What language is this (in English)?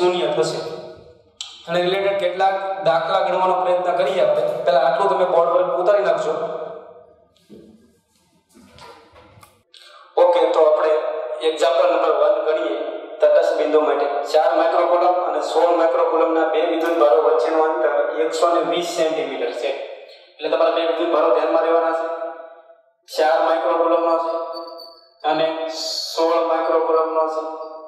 Gujarati